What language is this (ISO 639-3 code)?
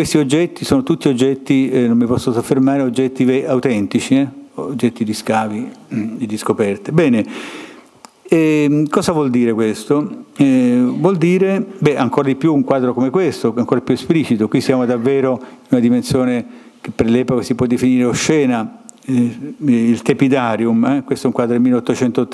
ita